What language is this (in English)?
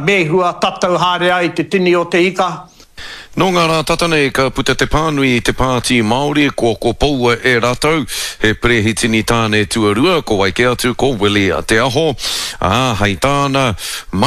Māori